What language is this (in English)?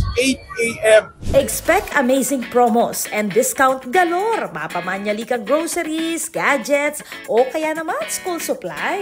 Pampanga